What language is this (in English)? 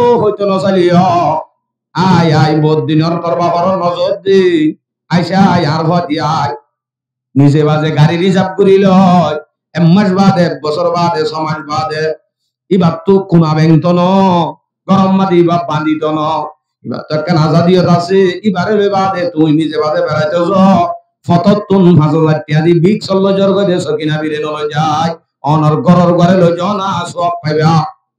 Rohingya